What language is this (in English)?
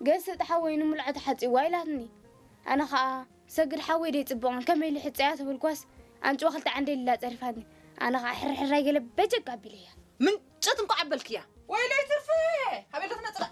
Tigrinya